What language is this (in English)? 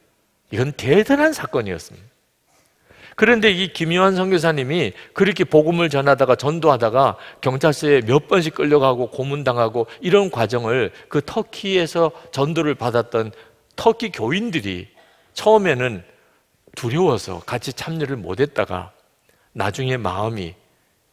Korean